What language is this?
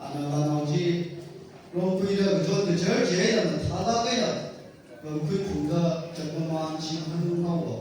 Tangkhul Naga (India)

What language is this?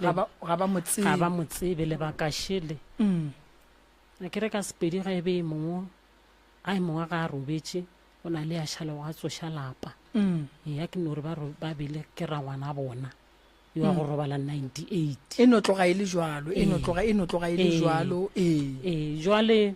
Northern Sotho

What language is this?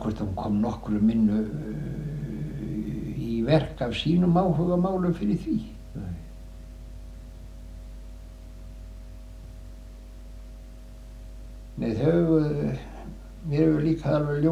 Icelandic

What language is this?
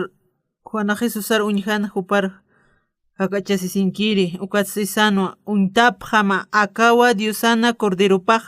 Aymara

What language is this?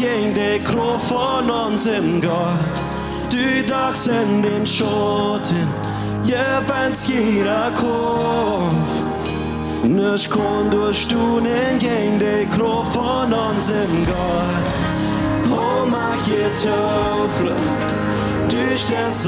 Plautdietsch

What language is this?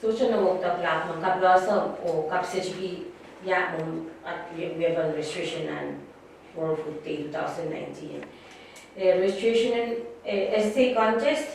Pohnpeian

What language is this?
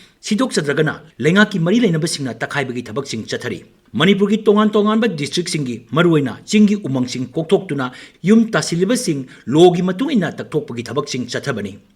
Manipuri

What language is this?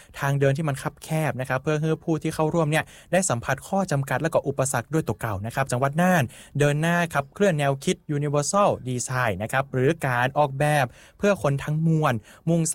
Thai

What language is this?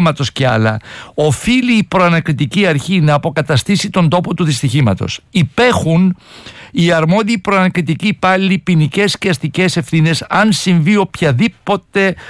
Greek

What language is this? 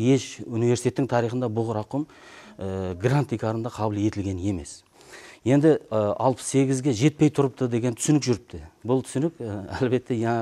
Kara-Kalpak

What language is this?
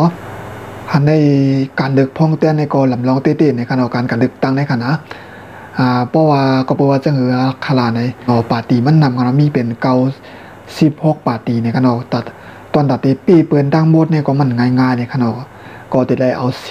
Shan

